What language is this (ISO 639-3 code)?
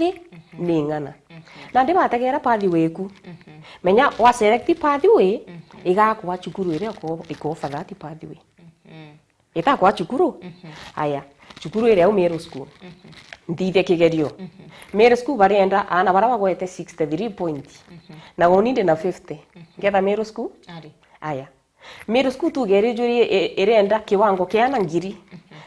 mer